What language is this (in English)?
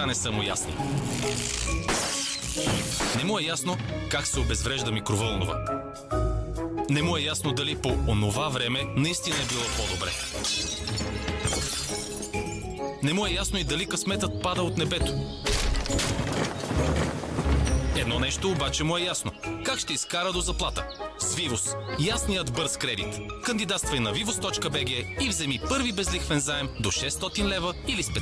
Bulgarian